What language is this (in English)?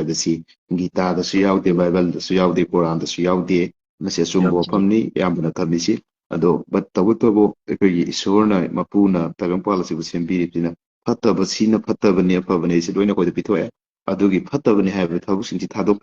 Manipuri